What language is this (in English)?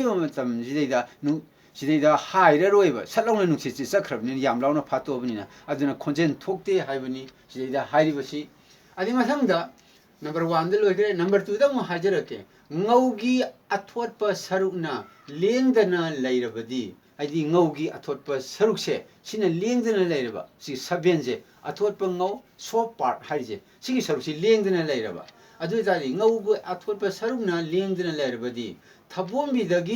Manipuri